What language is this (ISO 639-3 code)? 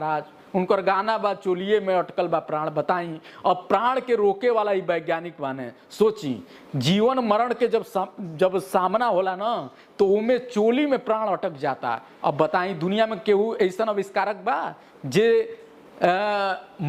bho